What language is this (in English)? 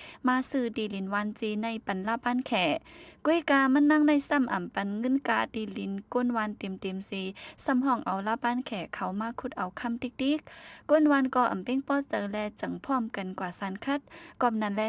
Shan